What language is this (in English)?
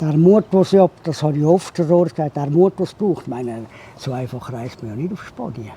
Swiss German